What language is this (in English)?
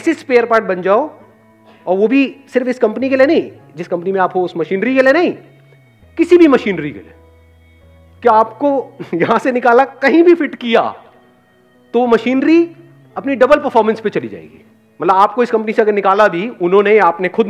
Hindi